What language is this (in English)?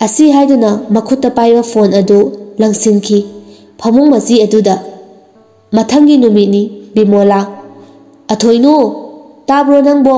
Manipuri